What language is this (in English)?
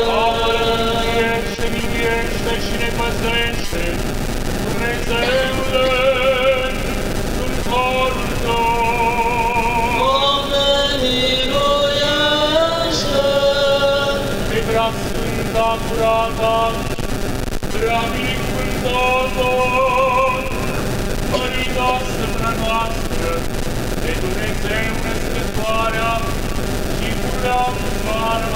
Romanian